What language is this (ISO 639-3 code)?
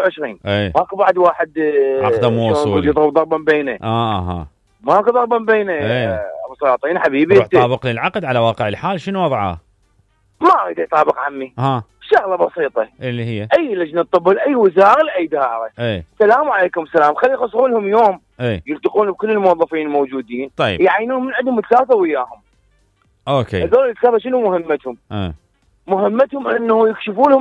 acm